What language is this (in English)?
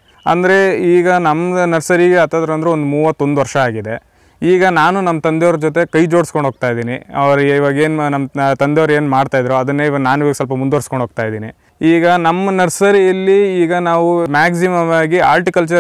Kannada